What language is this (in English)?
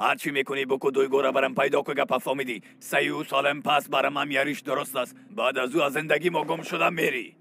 Persian